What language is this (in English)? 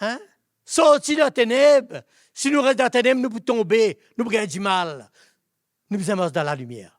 Morisyen